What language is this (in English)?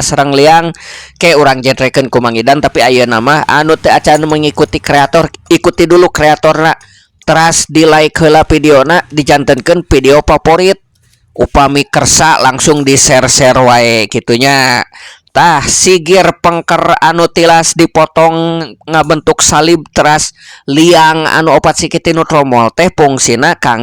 Sundanese